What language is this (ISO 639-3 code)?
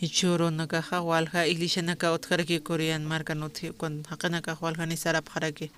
aym